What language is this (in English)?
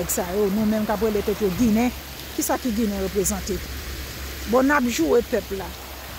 Haitian Creole